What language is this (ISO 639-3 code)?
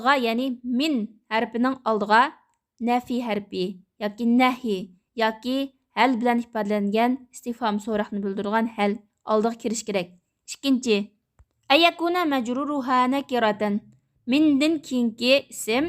uig